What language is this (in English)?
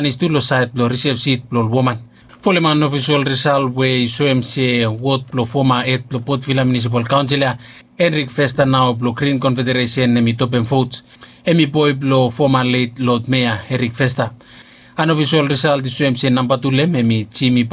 Bislama